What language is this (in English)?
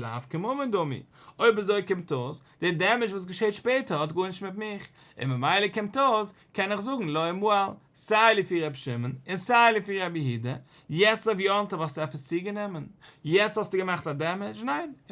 Yiddish